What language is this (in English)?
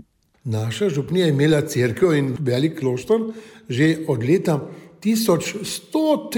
Slovenian